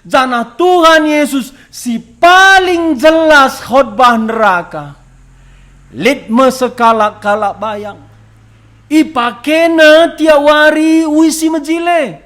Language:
Batak Karo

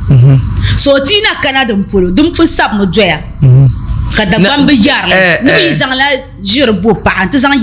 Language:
Dagbani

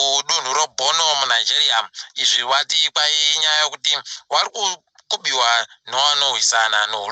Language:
Ndau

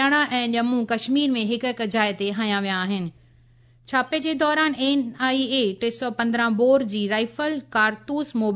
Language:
Sindhi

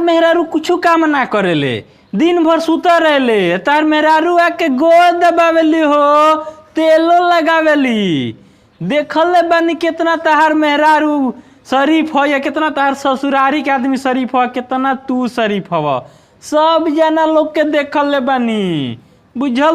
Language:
Bhojpuri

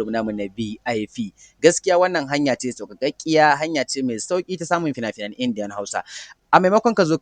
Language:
Hausa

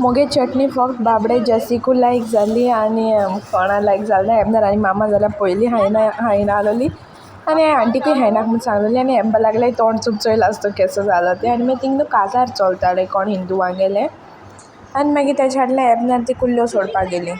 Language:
Konkani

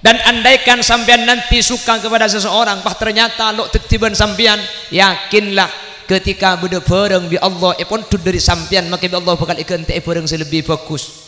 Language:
Madurese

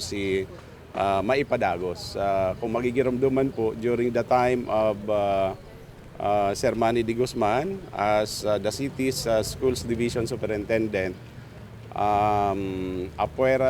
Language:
Bikol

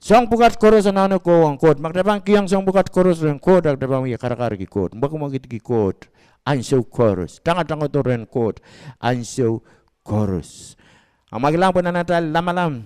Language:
Pohnpeian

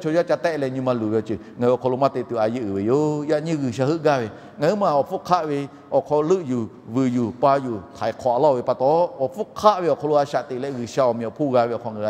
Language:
Lahu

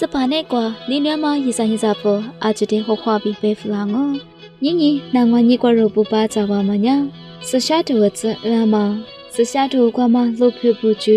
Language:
Lisu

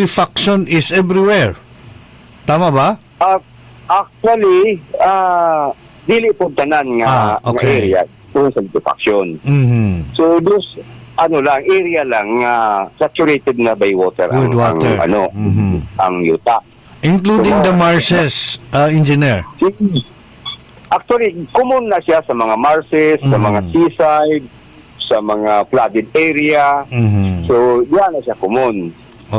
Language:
Cebuano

